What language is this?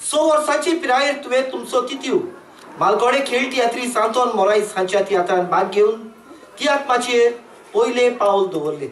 Konkani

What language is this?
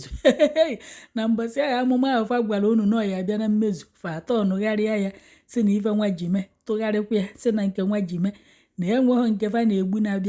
Igbo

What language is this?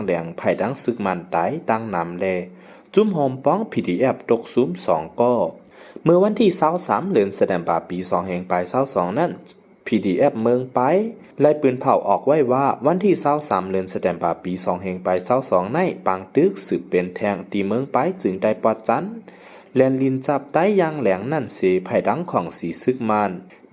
Shan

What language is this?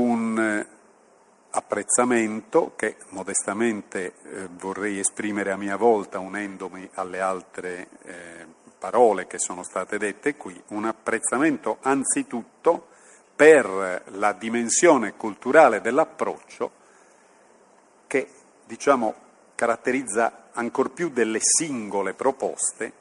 Italian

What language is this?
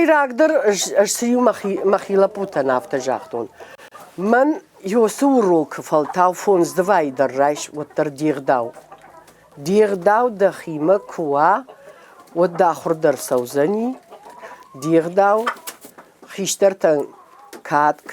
Ossetic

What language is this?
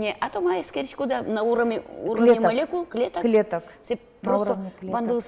Udmurt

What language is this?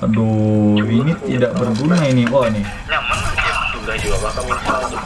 Banjar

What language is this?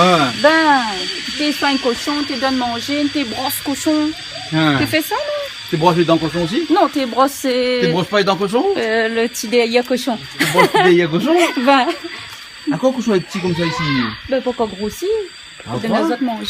Réunion Creole French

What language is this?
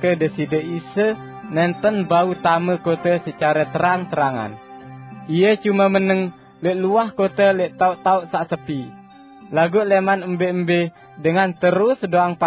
Sasak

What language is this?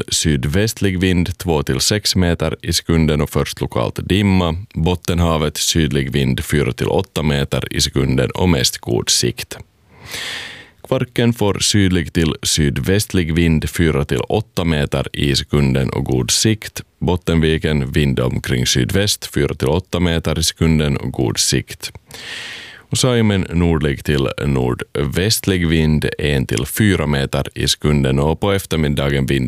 Swedish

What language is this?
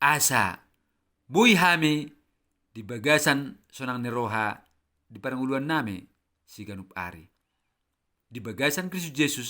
Batak Toba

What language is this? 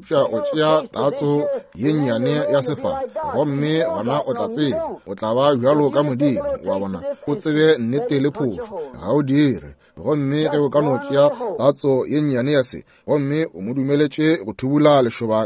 Northern Sotho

